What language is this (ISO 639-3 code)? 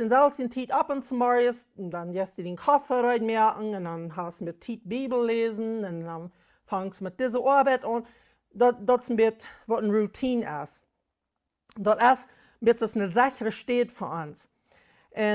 pdt